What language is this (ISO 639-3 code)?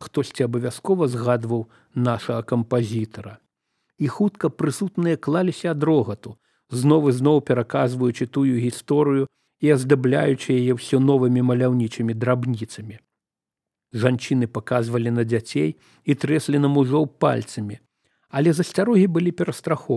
bel